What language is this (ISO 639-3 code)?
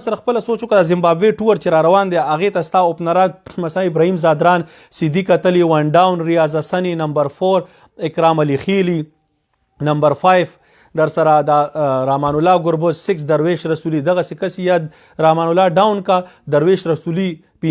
pus